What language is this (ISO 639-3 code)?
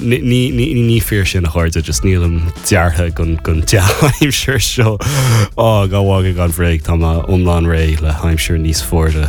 gle